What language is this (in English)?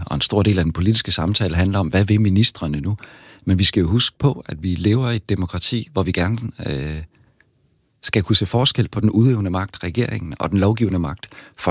Danish